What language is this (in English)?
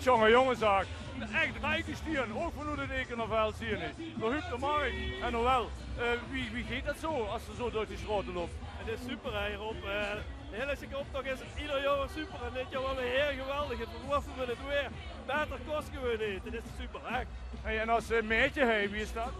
Limburgish